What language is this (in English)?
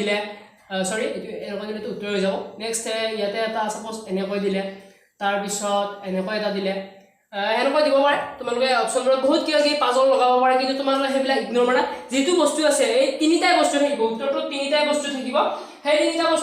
Assamese